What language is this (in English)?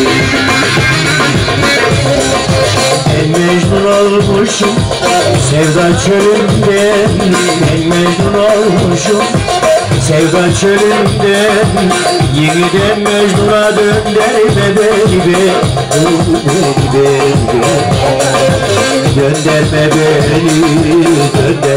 Turkish